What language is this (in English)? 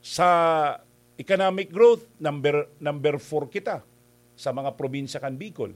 Bikol